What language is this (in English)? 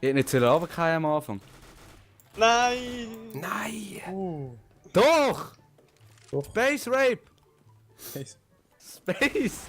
Swiss German